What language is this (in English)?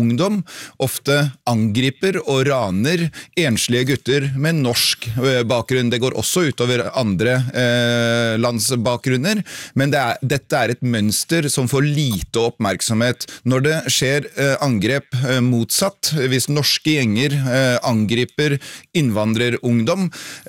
Norwegian